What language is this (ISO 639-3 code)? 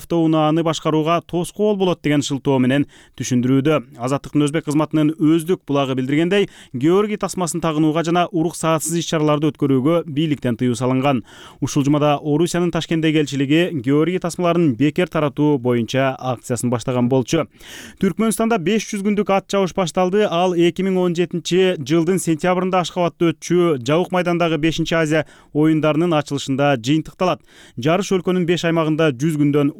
kir